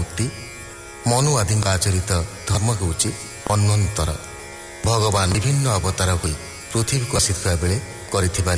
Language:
Odia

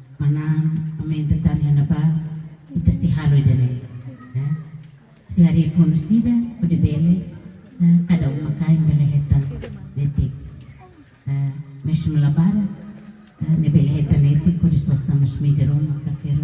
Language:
Tetum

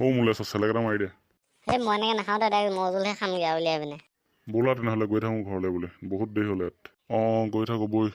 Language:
Assamese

